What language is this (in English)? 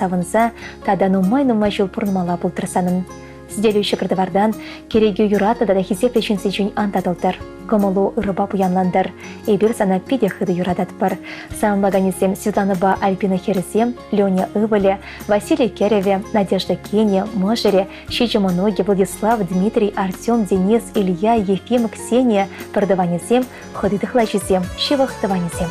Chuvash